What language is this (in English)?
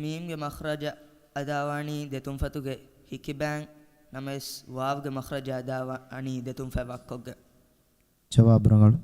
Divehi